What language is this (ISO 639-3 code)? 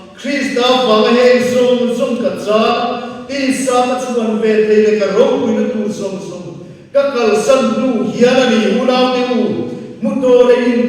lus